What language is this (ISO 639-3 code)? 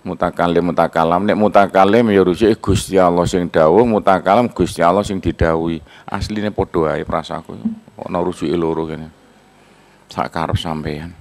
jav